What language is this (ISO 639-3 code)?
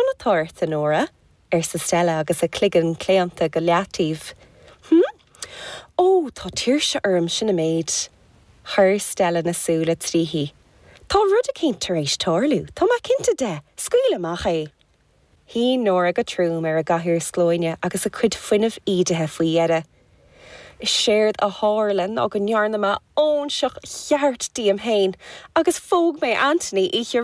gle